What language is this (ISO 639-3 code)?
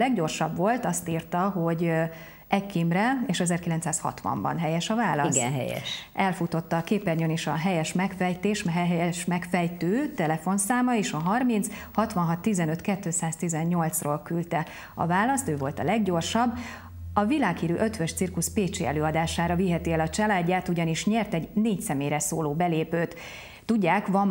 hun